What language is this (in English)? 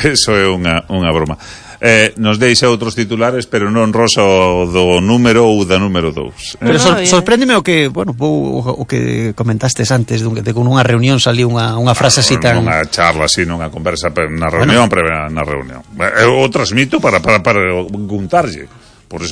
Galician